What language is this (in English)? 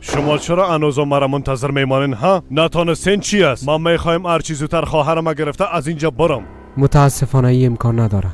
Persian